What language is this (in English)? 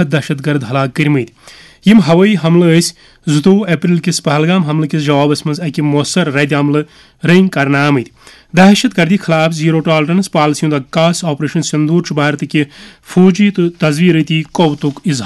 Kashmiri